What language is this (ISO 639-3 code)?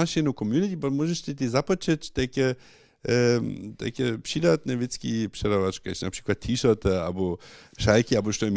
hsb